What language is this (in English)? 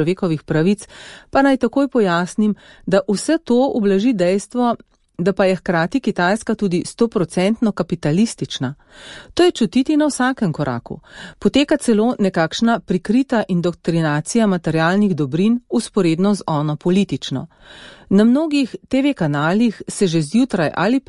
Slovenian